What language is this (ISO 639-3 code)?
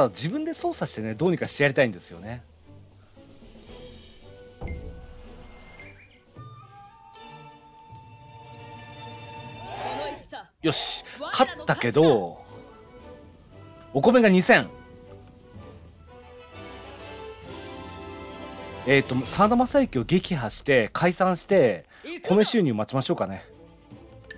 jpn